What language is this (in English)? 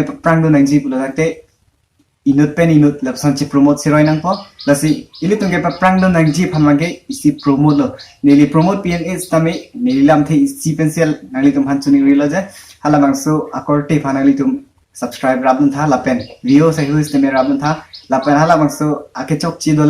Karbi